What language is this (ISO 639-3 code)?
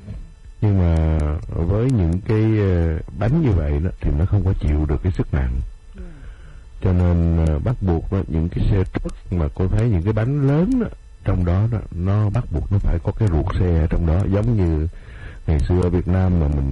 vie